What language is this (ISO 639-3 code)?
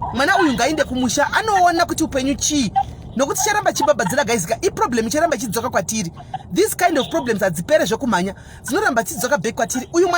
sna